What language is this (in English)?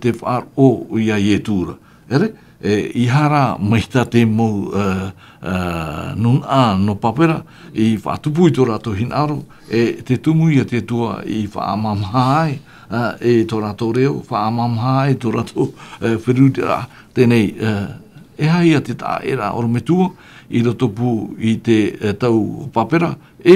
Tahitian